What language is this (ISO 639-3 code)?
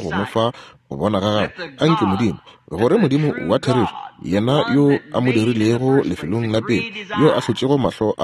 nso